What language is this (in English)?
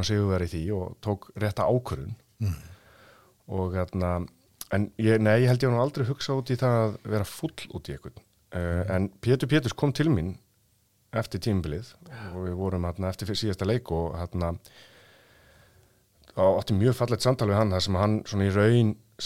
Icelandic